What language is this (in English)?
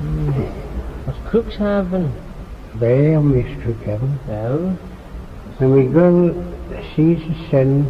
Manx